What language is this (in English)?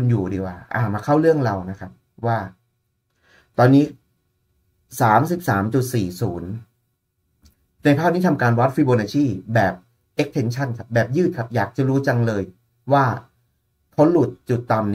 Thai